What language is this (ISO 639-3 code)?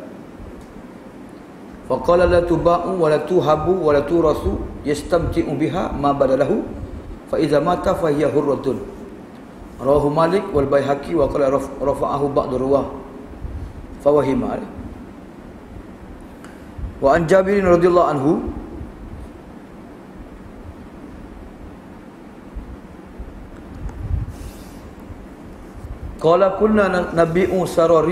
msa